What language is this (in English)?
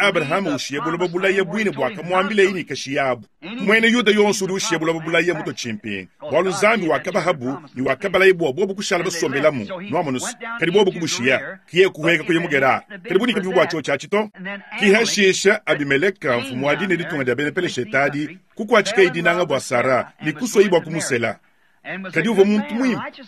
Luba-Lulua